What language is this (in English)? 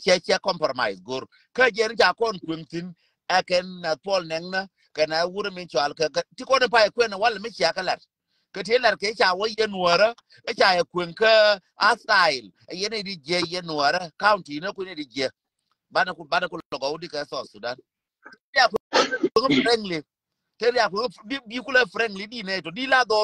Nuer